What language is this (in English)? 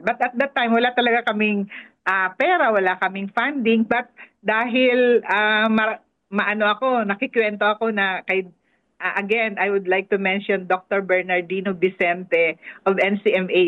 Filipino